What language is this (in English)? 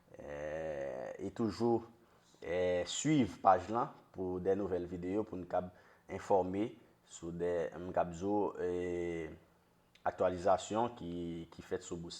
Haitian Creole